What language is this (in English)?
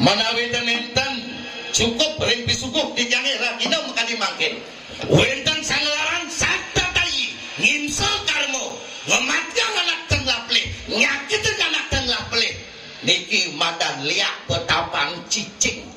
Balinese